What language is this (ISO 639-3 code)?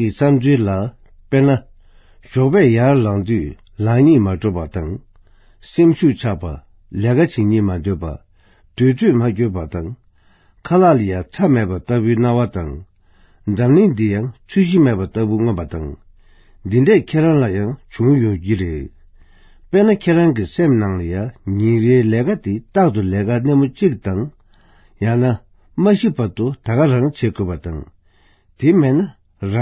bod